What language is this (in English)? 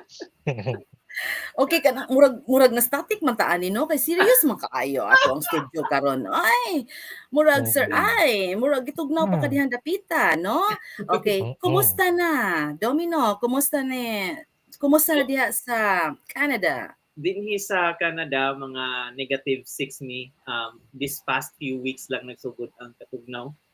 Cebuano